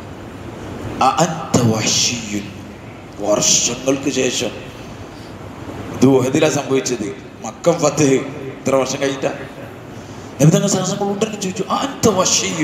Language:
Malayalam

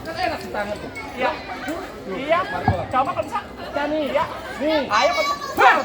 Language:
Betawi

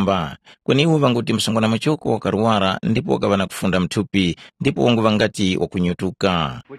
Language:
Tumbuka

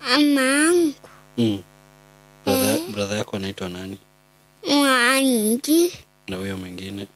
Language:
Kikuyu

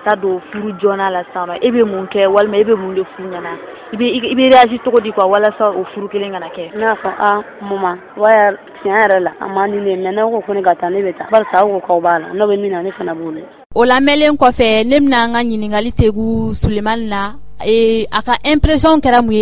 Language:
Bambara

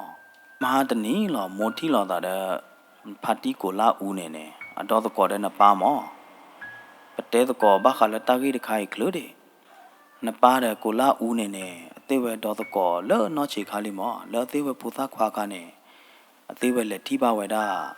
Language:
S'gaw Karen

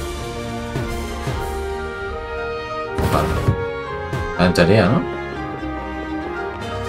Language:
Spanish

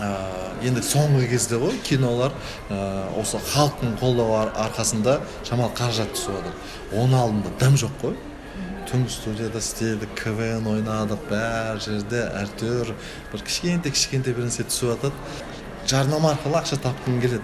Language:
Kazakh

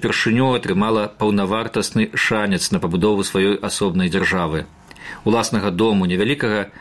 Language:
Belarusian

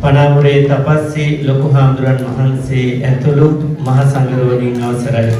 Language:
Sinhala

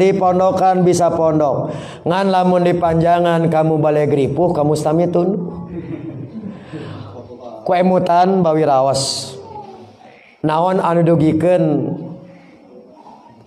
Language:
Sundanese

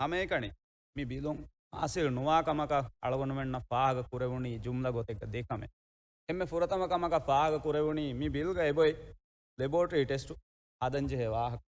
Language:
Divehi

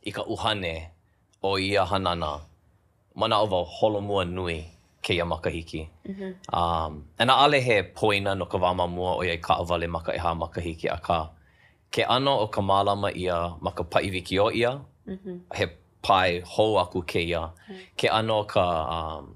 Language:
Hawaiian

